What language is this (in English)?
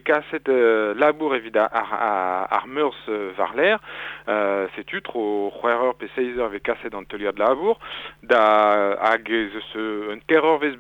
Breton